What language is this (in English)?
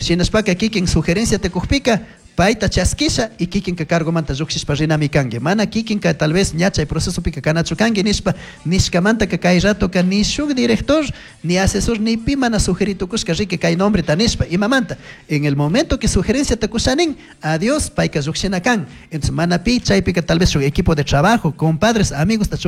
Chimborazo Highland Quichua